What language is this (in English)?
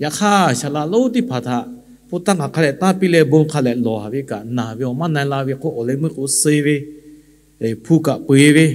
Lahu